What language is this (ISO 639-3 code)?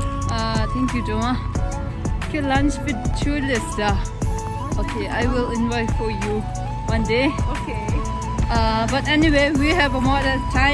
bod